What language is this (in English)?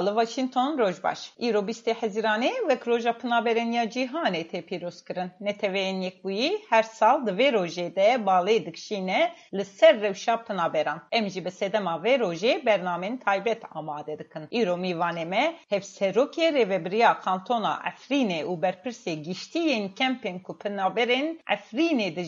Kurdish